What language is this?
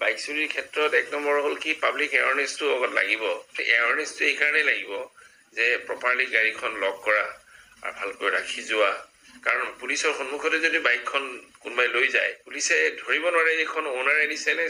Assamese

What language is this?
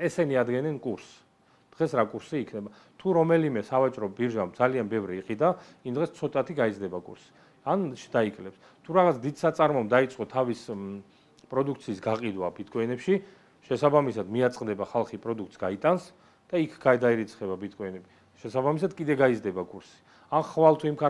Georgian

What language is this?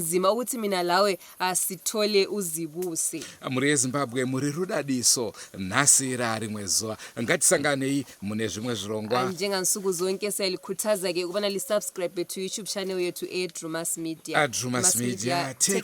Shona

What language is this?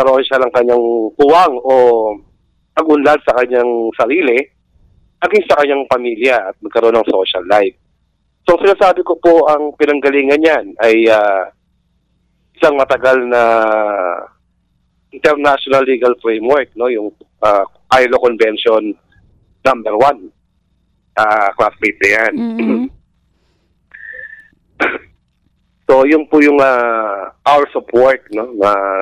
Filipino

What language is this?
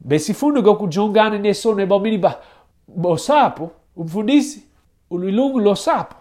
Xhosa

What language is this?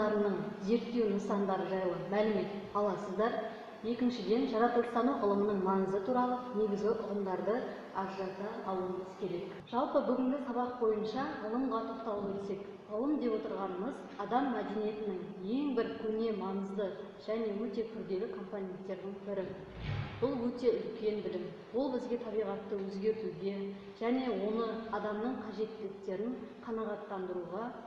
Kazakh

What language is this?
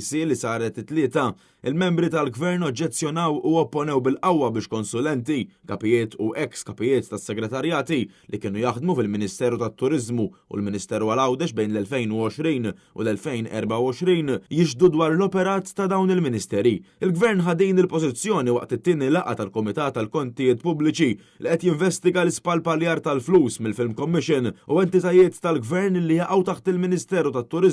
Maltese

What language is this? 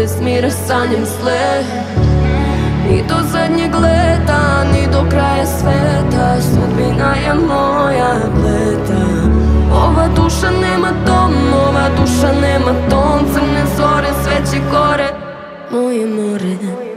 Serbian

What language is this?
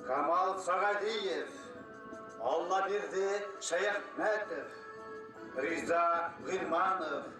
Bashkir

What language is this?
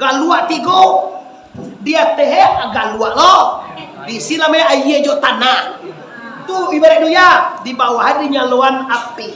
Minangkabau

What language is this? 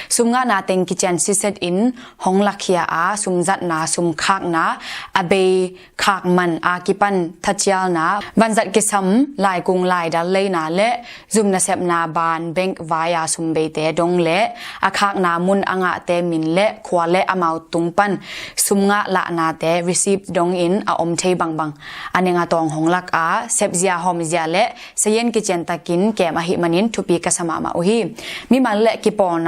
Tedim Chin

